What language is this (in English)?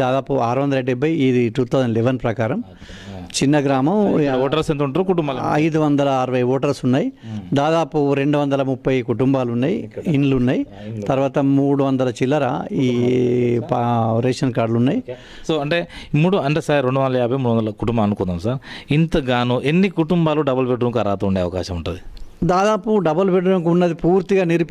Telugu